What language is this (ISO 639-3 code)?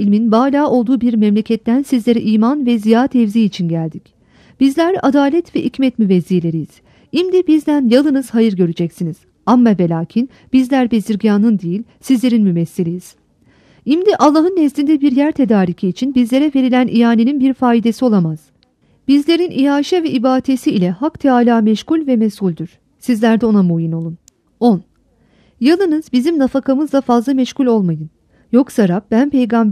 tur